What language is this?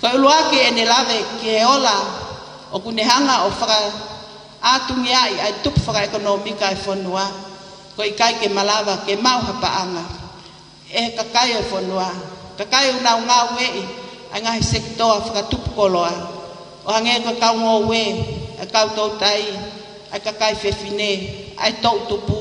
Tongan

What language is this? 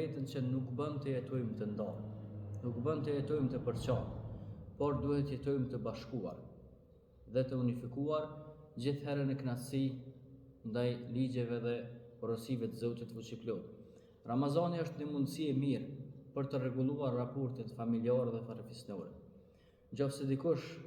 Albanian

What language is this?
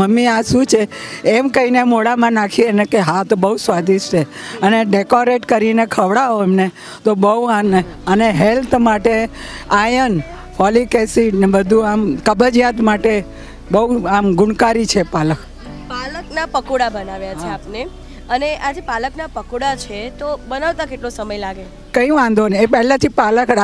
Gujarati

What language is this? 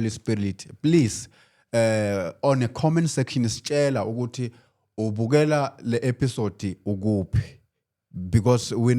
Zulu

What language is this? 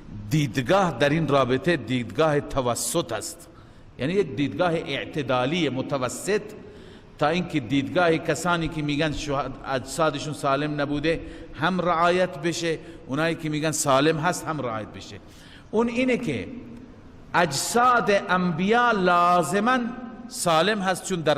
Persian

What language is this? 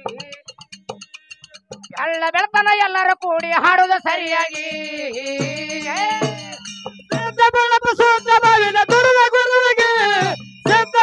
Kannada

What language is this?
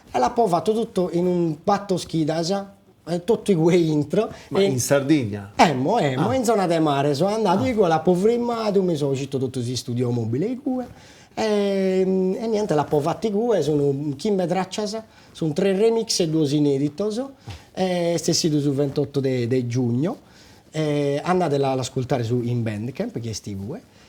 Sardinian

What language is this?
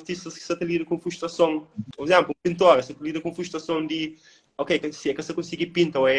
Kabuverdianu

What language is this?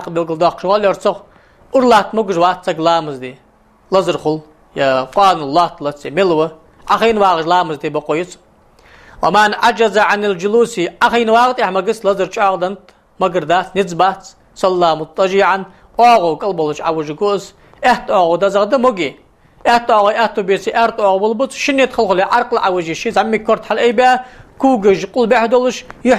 Ingush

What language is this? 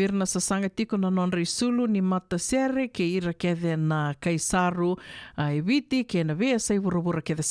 Fijian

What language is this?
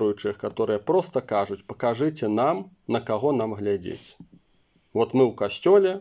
Belarusian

